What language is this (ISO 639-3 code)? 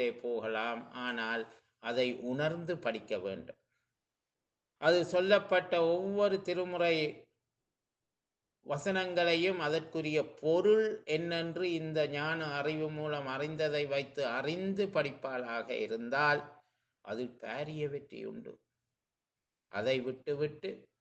tam